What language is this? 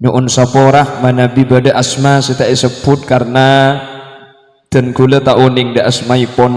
Madurese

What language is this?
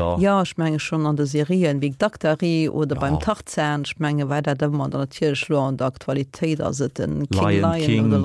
Luxembourgish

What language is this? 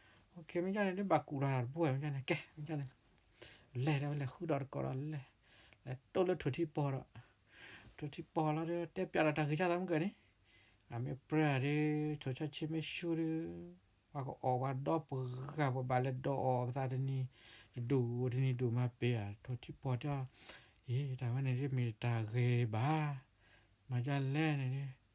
S'gaw Karen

